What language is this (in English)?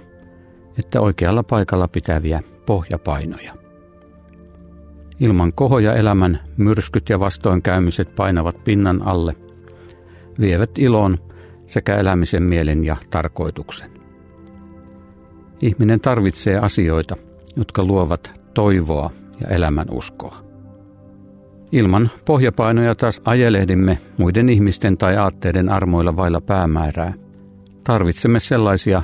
Finnish